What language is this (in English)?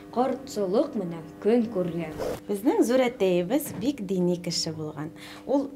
Bashkir